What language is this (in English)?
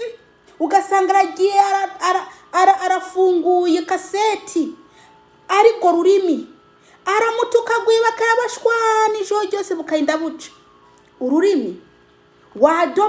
Rundi